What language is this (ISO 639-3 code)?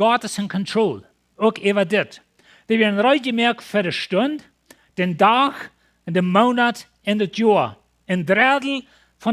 pdt